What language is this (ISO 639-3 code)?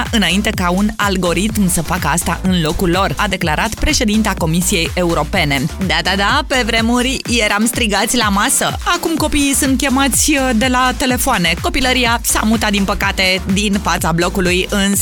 ron